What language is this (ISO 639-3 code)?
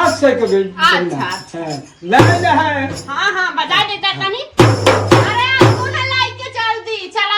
awa